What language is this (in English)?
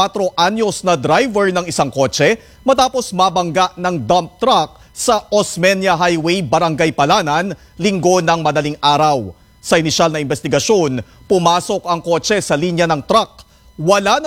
Filipino